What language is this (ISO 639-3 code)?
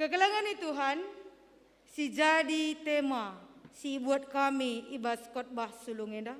btx